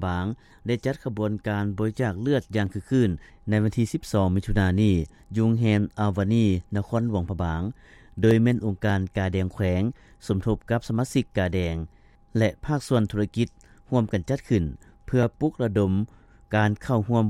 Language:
Lao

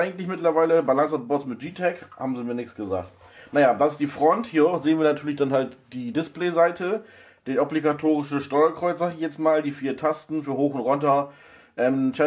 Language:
German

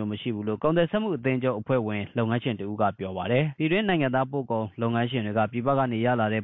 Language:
Burmese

